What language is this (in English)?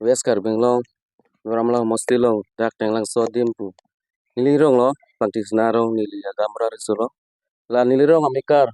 Karbi